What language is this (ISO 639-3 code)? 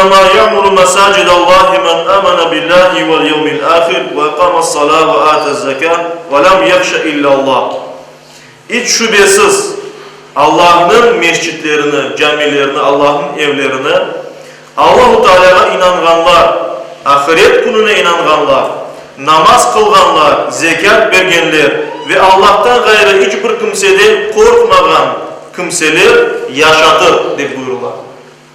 crh